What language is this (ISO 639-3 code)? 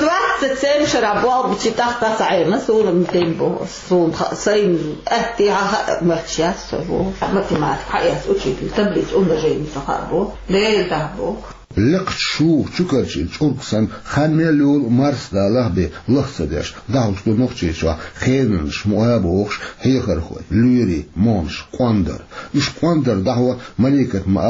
che